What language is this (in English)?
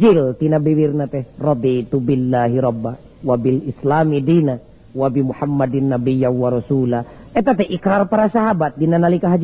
Sundanese